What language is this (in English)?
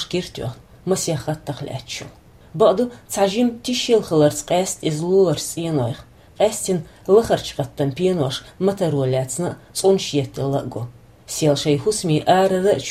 Chechen